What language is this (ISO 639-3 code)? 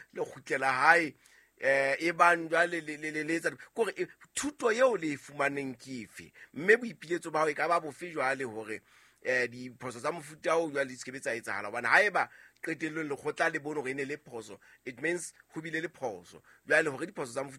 sot